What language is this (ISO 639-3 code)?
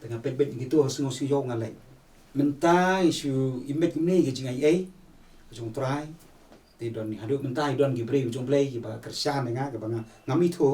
kha